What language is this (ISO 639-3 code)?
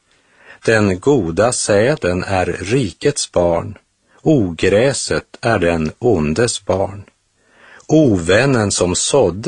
swe